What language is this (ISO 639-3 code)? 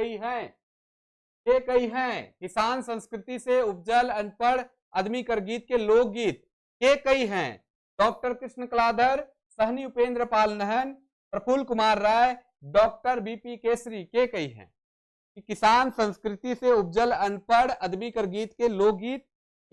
sck